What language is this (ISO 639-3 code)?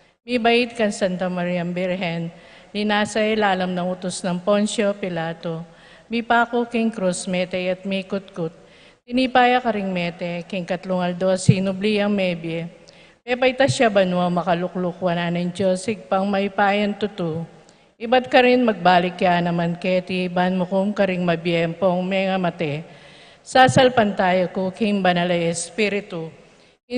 pam